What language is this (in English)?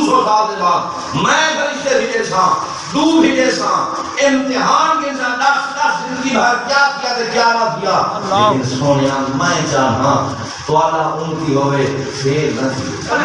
Saraiki